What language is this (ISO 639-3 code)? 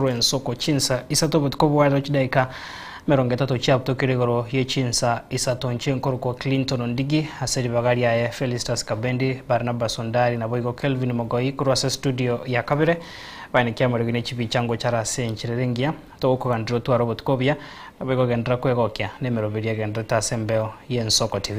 guz